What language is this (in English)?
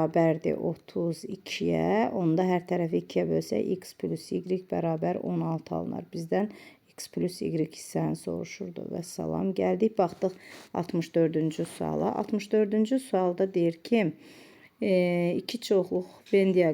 Azerbaijani